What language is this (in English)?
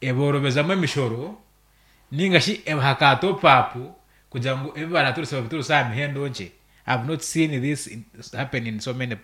Nyankole